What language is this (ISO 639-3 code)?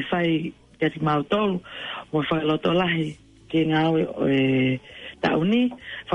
ton